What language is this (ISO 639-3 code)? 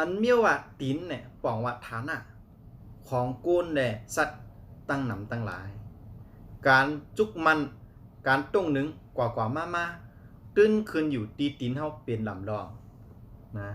shn